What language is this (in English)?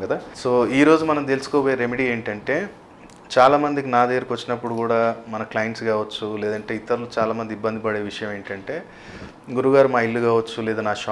Telugu